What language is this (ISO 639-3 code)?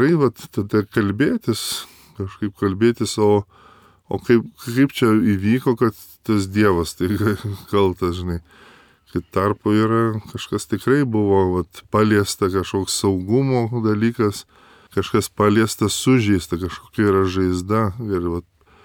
lit